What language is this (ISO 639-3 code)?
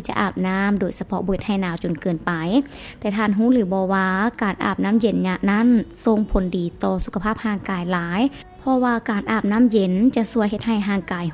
lao